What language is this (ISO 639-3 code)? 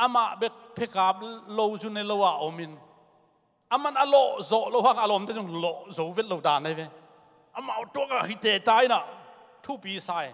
ctd